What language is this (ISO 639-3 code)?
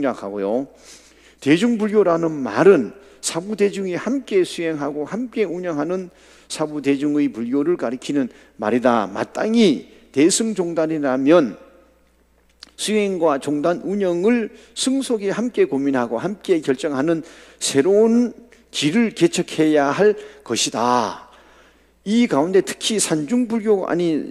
kor